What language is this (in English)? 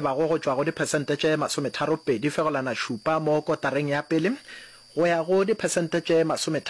Northern Sotho